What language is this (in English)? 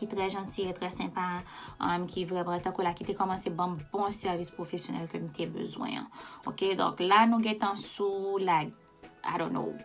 Haitian Creole